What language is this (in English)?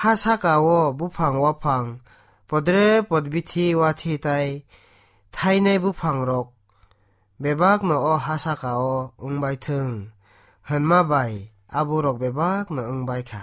Kok Borok